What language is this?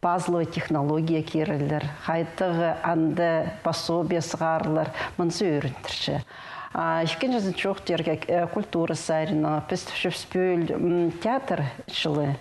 Khakas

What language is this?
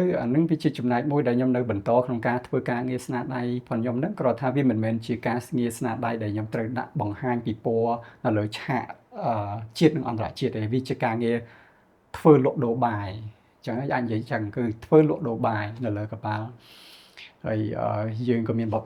Khmer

